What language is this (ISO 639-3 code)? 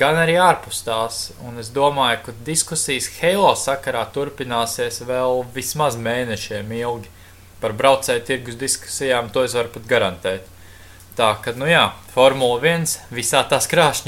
lav